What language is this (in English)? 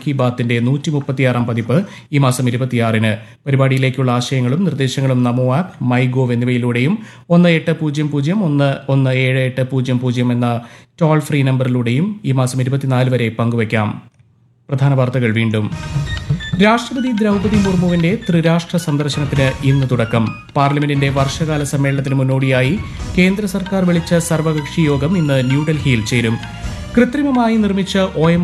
Malayalam